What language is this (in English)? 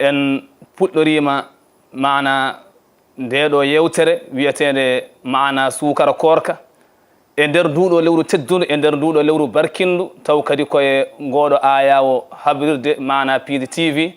Fula